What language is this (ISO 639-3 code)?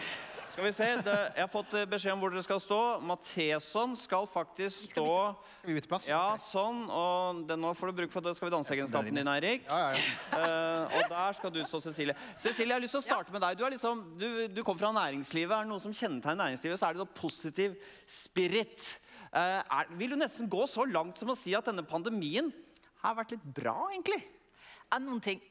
nor